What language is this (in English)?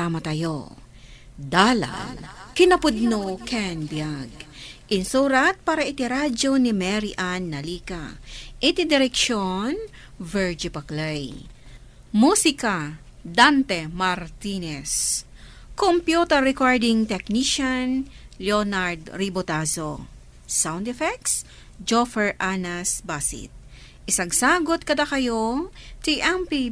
Iloko